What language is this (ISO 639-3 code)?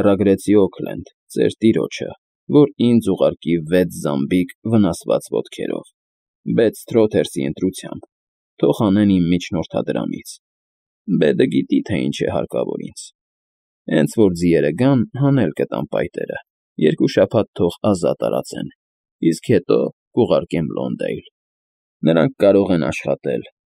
hye